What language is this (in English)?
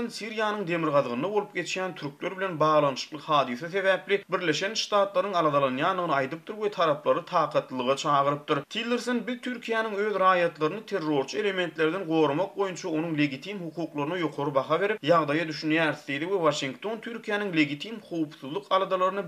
Turkmen